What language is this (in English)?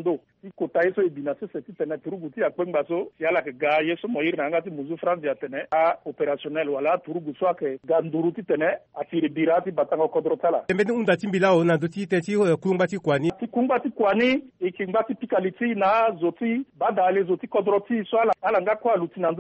Sango